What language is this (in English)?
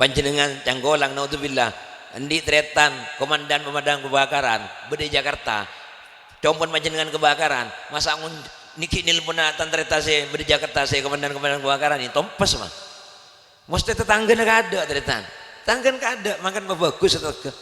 Madurese